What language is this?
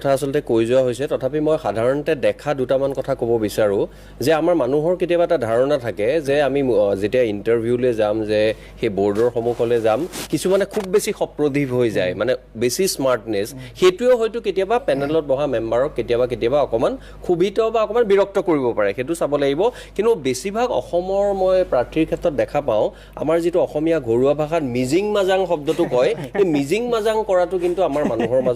Assamese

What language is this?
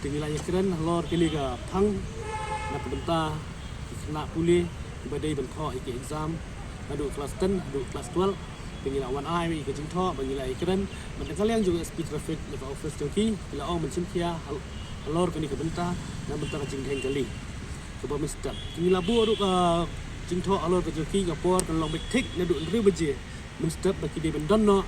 Khasi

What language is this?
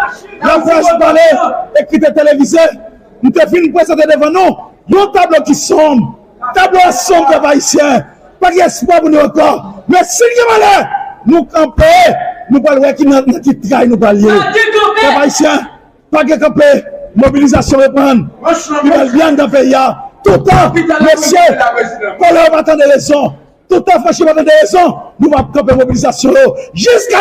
Haitian Creole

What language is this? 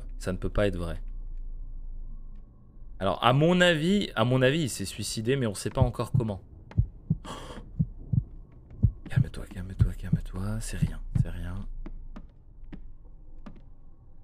French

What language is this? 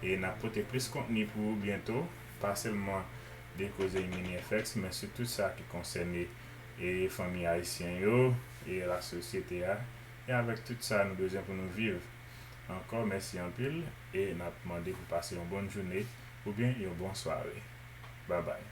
Haitian Creole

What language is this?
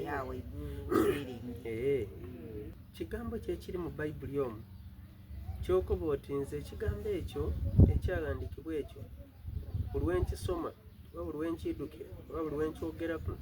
Soga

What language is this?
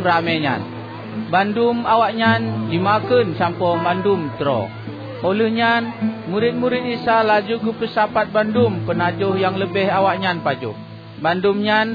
Achinese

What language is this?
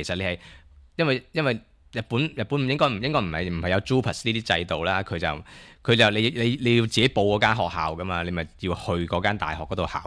Cantonese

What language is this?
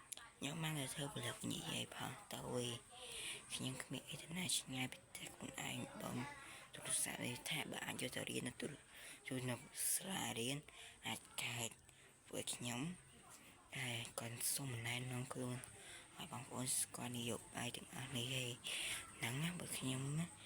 Khmer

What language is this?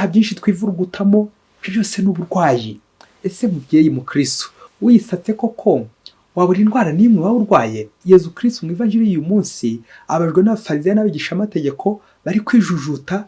Kinyarwanda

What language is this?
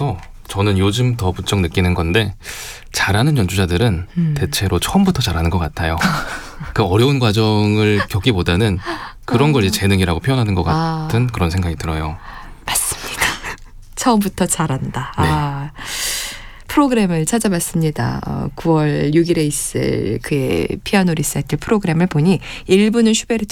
Korean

